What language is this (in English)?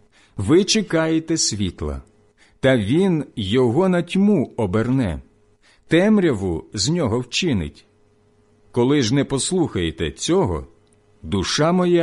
Ukrainian